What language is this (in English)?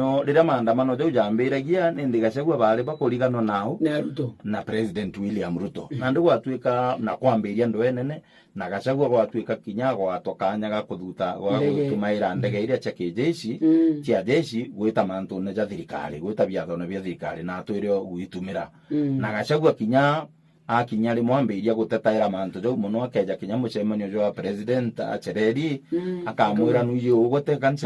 Meru